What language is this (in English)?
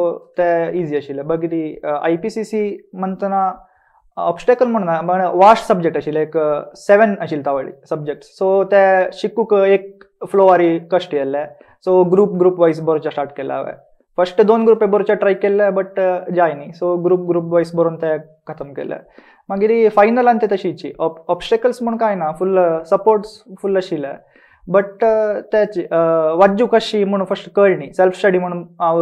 Konkani